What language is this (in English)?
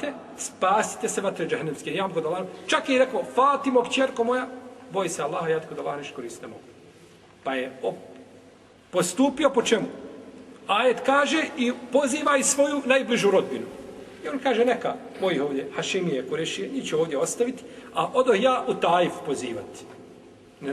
Bosnian